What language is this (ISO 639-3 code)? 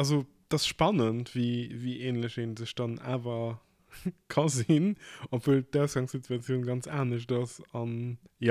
ltz